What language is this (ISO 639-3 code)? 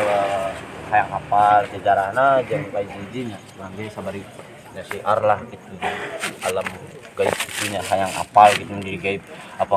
sun